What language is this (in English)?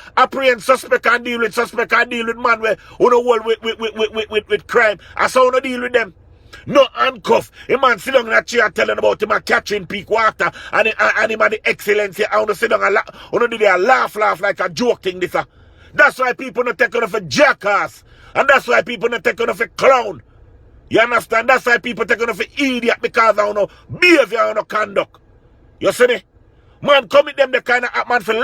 Jamaican Creole English